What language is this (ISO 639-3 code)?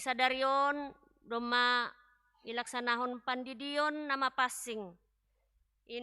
bts